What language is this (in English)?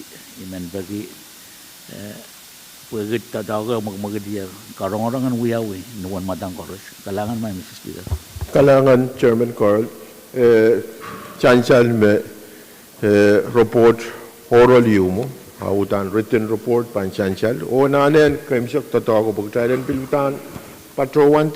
Pohnpeian